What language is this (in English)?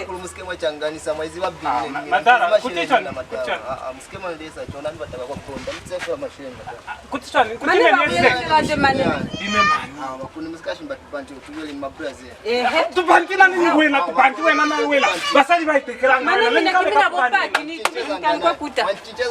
Lozi